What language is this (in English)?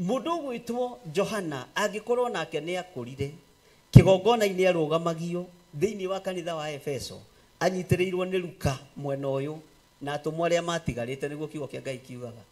Kikuyu